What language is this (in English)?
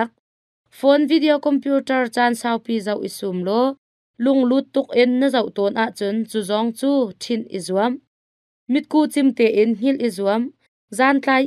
Hakha Chin